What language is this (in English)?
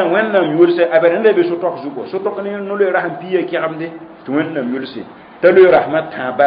Mossi